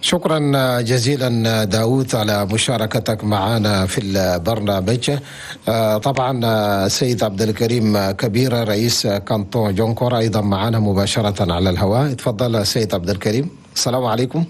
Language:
Chadian Arabic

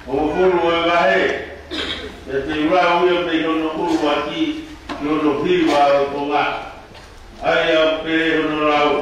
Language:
Tongan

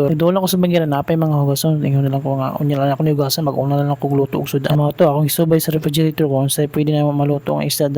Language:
Cebuano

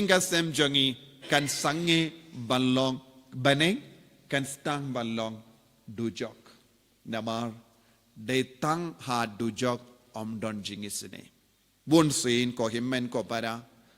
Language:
Khasi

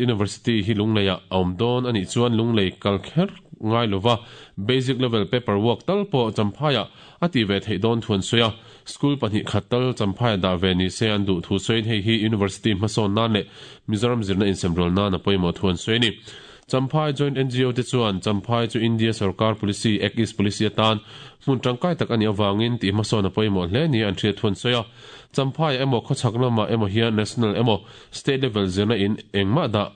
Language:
Mizo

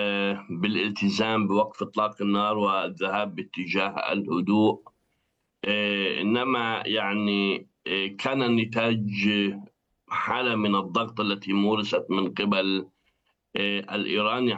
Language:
Arabic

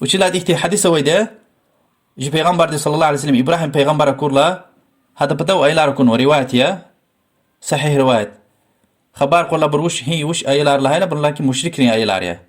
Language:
Lezghian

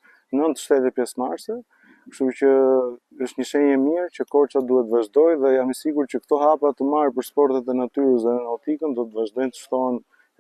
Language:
Albanian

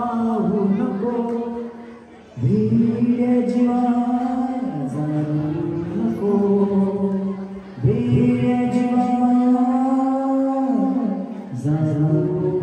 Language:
Marathi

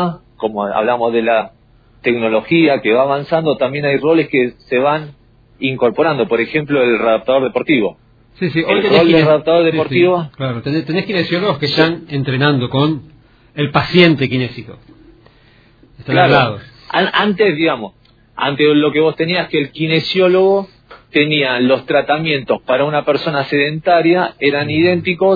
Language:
Spanish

